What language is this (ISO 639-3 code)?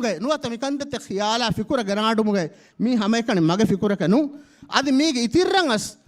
div